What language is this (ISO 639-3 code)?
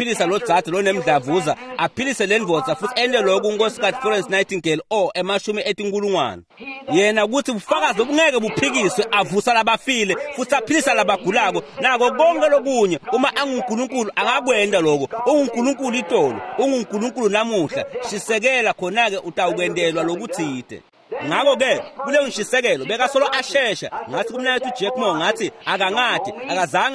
ssw